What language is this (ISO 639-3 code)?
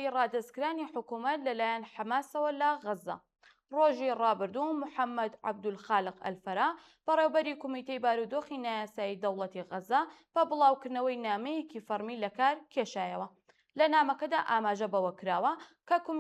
ckb